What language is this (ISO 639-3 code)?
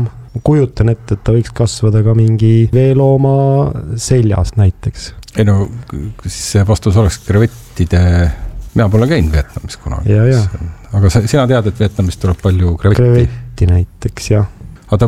est